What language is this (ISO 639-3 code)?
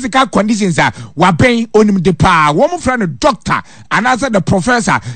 aka